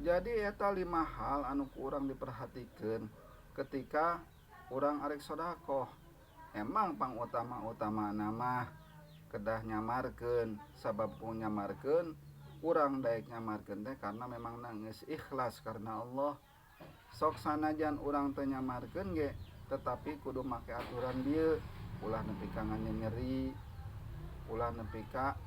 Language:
Sundanese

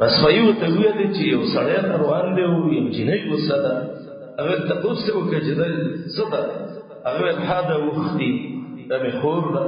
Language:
Pashto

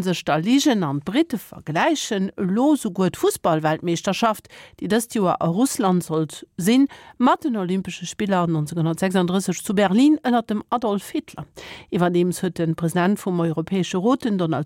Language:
Luxembourgish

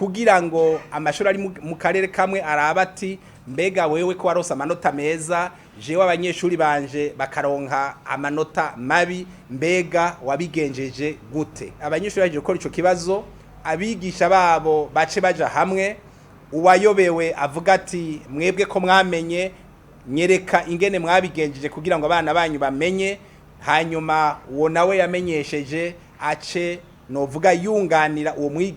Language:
Rundi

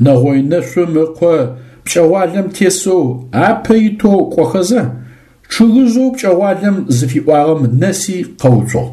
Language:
Adyghe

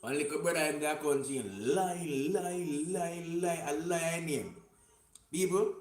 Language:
Jamaican Creole English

